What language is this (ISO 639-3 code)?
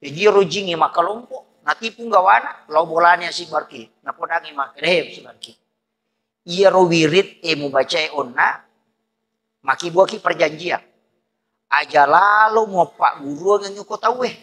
bug